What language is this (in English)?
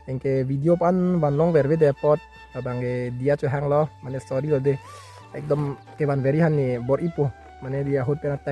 Karbi